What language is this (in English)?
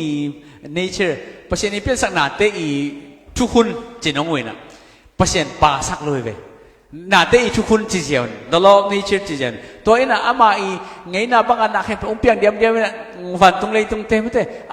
Tedim Chin